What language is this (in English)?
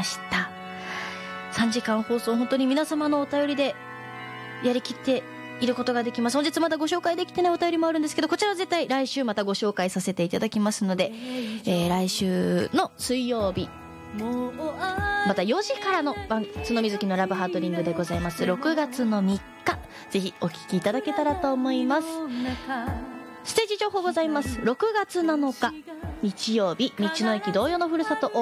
Japanese